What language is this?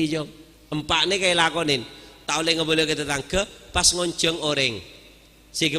Madurese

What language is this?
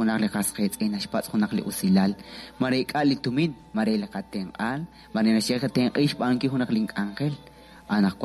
Kekchí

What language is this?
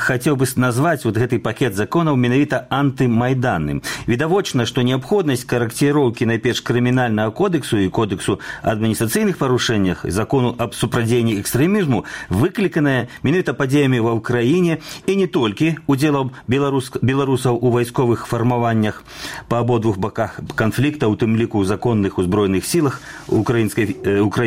Belarusian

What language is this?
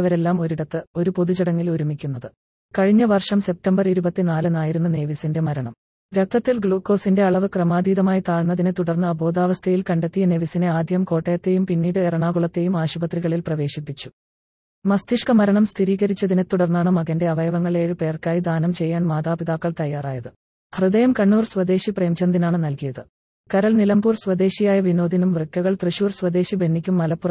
Malayalam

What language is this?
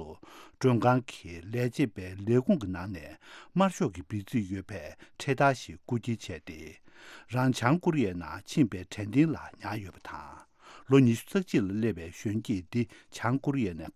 Tibetan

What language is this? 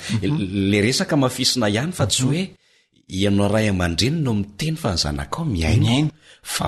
Malagasy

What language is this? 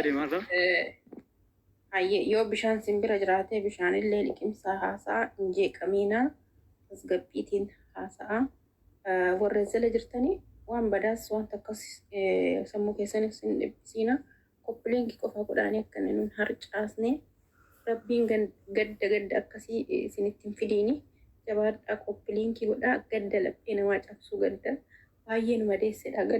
Oromo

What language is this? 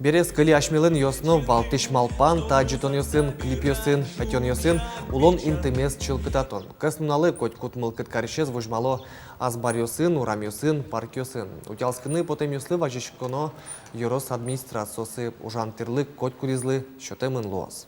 Udmurt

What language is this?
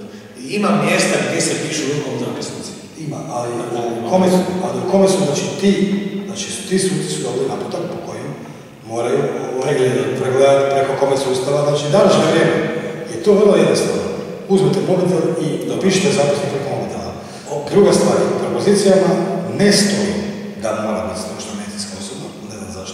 Croatian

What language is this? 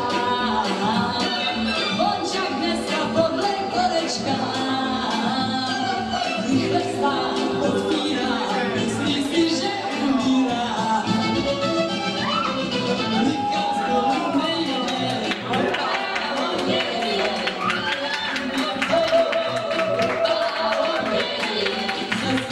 Czech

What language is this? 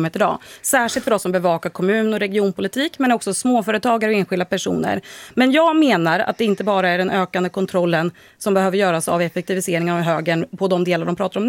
Swedish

